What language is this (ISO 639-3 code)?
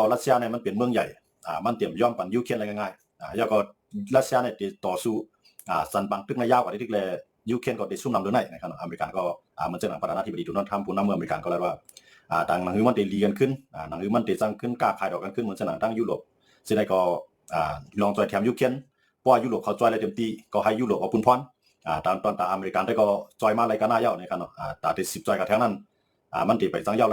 shn